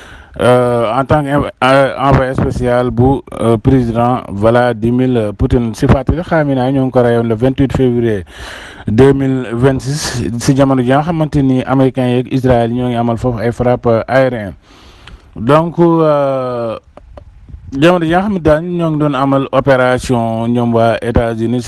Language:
Wolof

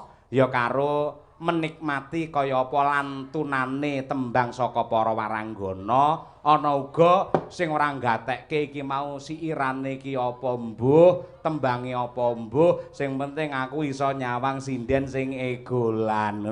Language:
Javanese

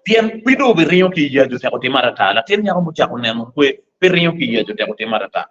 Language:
Acoli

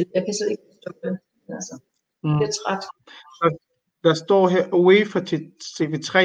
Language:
Danish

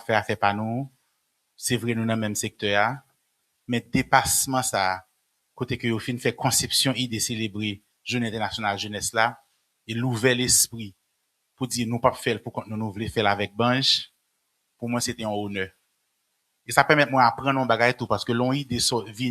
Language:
Haitian Creole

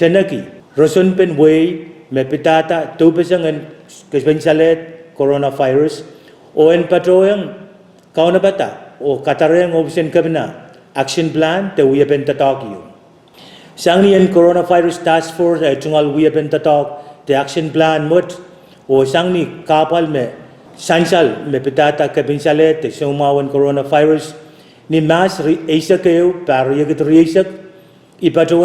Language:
Pohnpeian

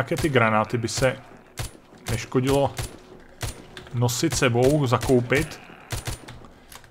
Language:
Czech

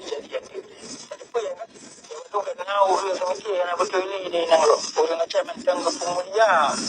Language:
Achinese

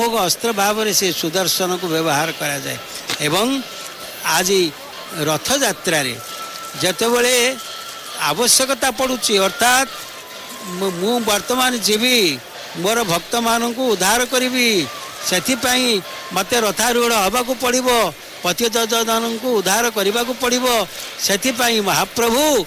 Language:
Odia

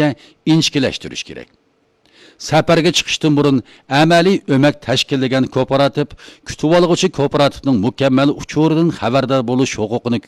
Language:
Uyghur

